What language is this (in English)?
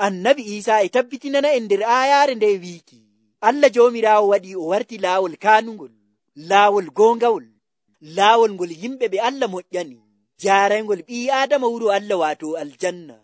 Nigerian Fulfulde